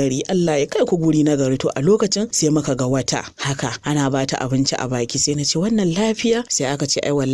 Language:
Hausa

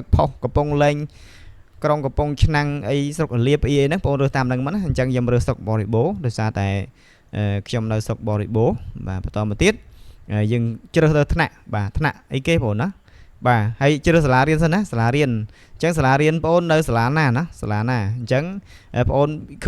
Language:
Khmer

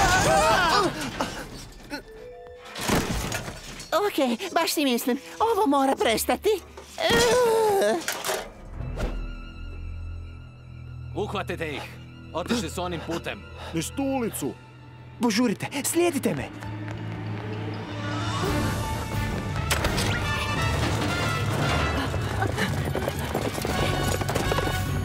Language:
Croatian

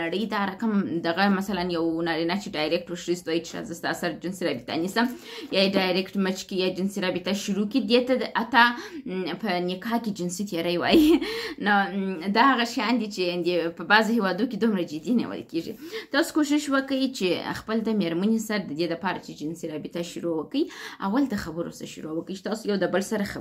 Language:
Pashto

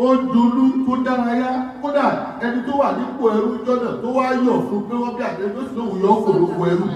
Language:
Yoruba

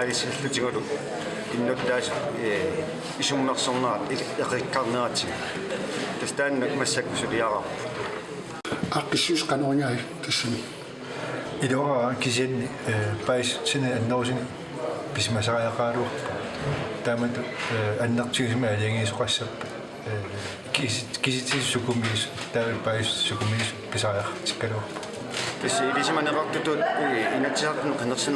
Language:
Kalaallisut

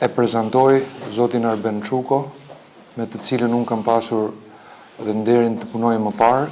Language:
Albanian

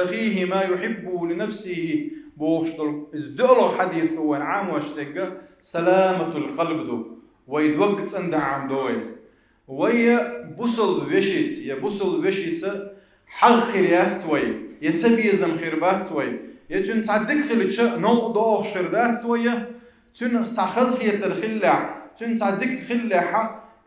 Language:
Chechen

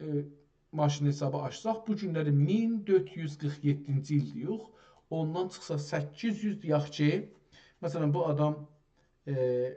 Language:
South Azerbaijani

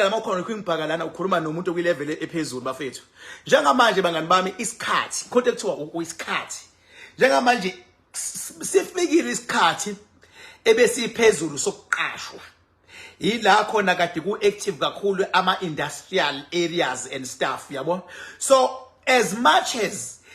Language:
Zulu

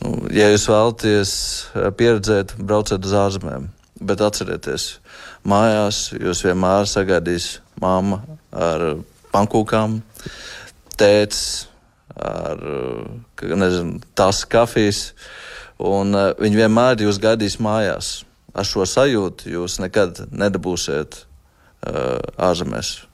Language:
Latvian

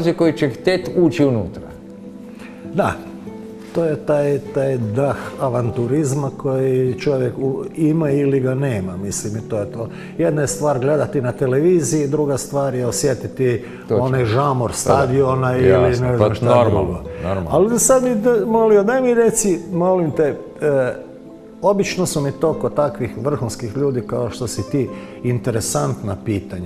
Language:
Croatian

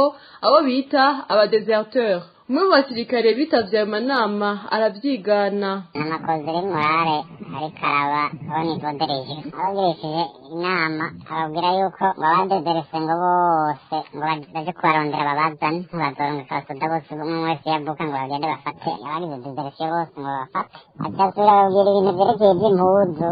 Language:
Rundi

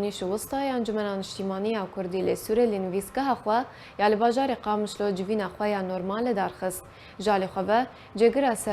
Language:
Kurdish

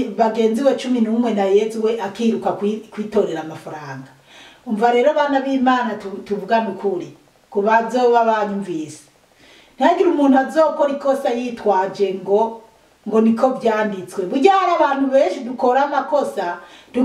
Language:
Rundi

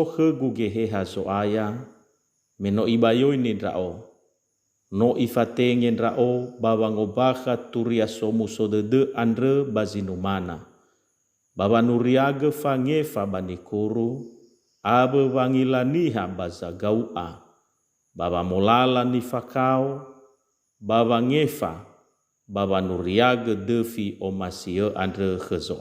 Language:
Nias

